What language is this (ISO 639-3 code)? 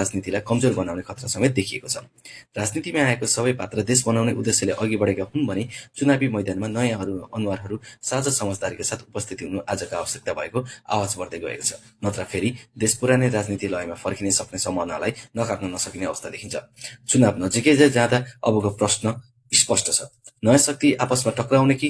nep